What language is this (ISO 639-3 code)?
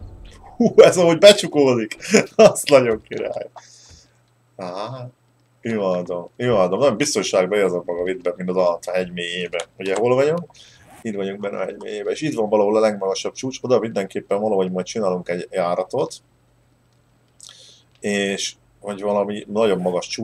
hun